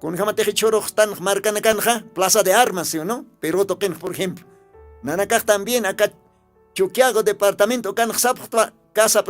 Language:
Aymara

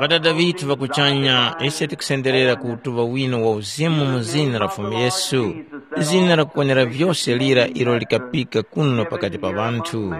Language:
Tumbuka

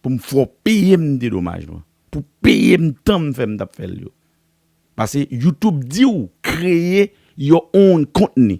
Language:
Haitian Creole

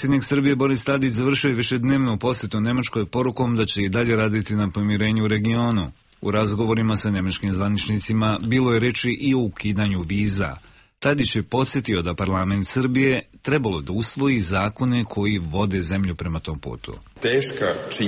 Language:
Serbian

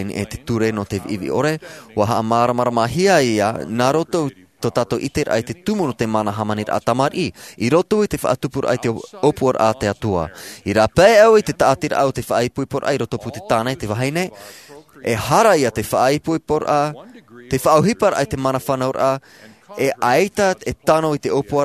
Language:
Tahitian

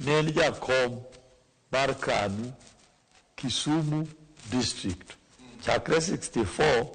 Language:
Luo (Kenya and Tanzania)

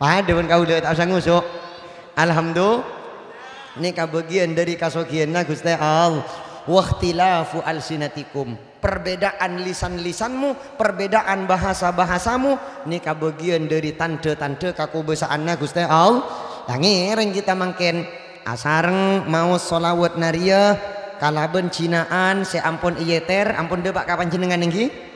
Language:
Madurese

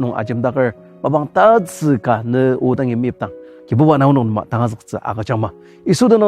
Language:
Ao Naga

